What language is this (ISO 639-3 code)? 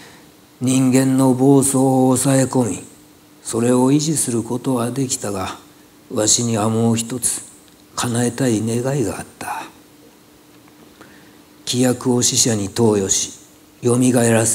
jpn